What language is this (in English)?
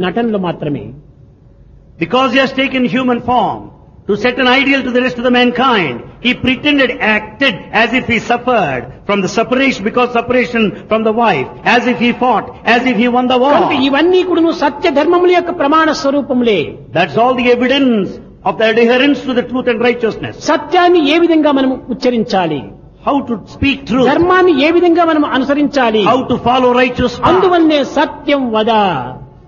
Telugu